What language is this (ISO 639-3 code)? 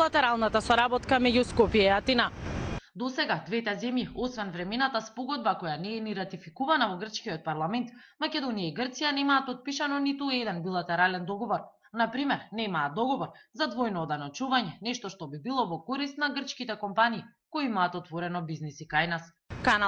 mkd